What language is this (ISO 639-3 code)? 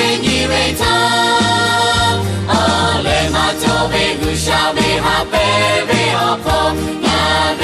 lhu